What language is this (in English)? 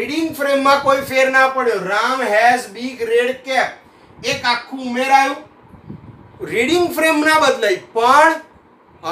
Gujarati